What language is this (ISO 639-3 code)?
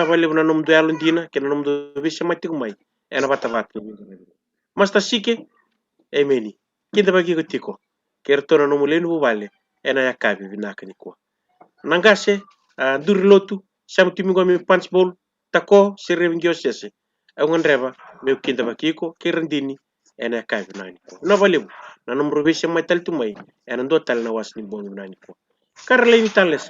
fij